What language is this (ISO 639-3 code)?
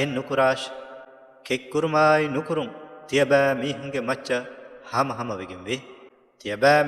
div